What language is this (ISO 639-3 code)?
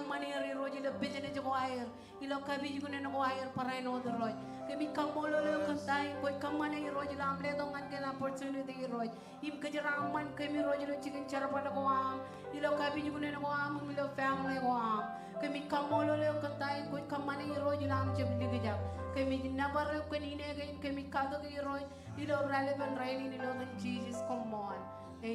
mah